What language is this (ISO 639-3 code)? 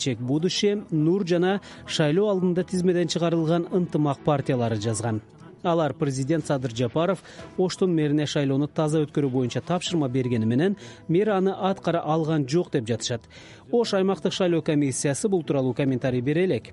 kir